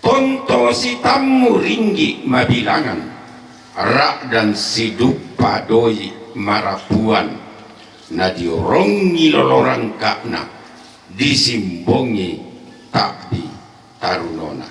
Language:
Toraja-Sa'dan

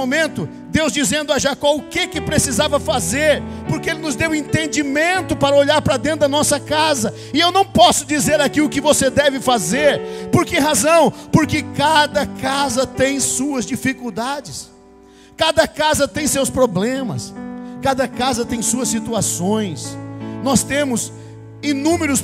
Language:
Portuguese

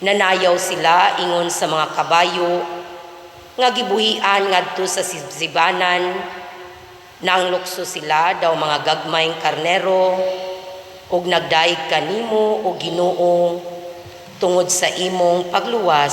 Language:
Cebuano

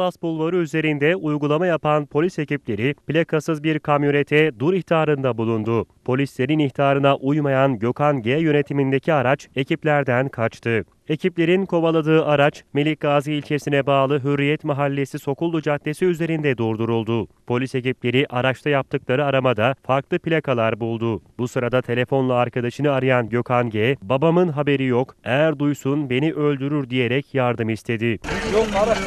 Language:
Turkish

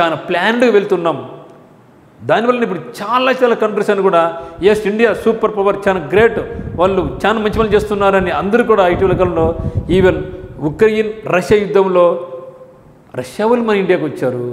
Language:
Telugu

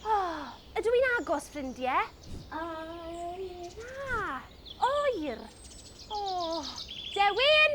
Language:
Welsh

